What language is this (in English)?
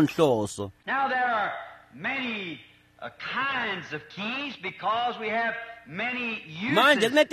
Swati